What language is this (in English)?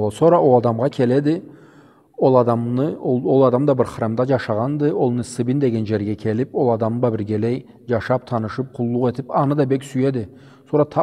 Karachay-Balkar